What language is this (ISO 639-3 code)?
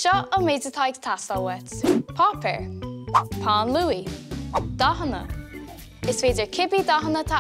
gle